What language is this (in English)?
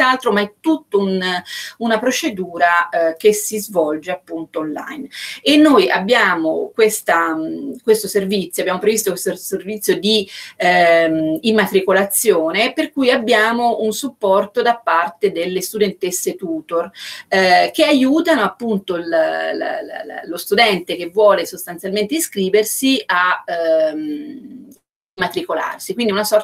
Italian